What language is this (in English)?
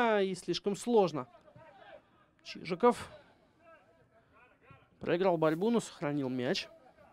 Russian